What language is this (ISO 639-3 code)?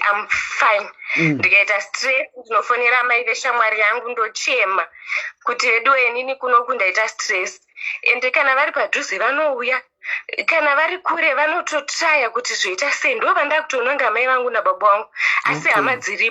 sna